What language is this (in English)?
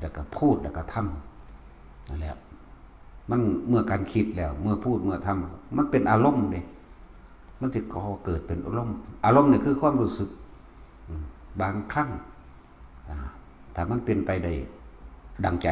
Northeastern Thai